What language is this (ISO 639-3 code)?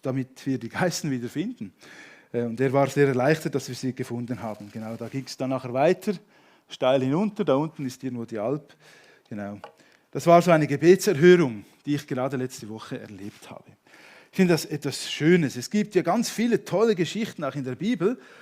gsw